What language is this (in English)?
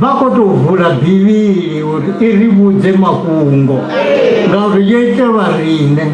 Venda